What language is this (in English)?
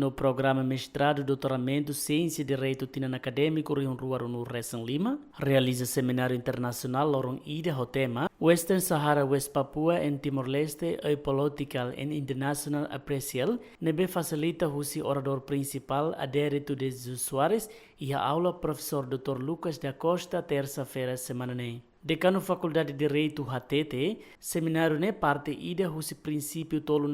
Tetum